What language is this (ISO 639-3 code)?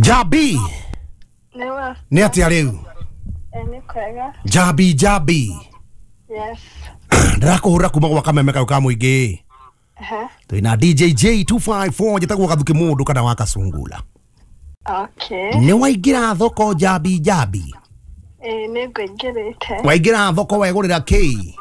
kik